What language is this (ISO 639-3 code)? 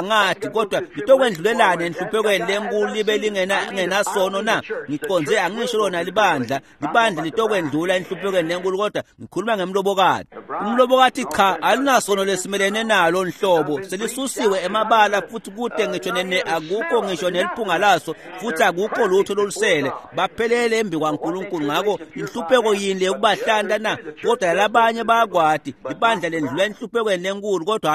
ssw